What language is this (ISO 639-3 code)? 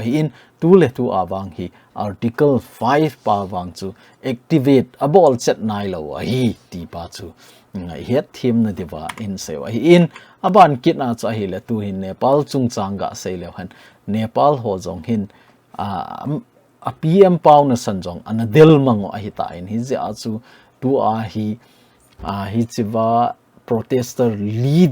tcz